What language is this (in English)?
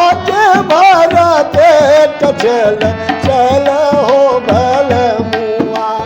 Magahi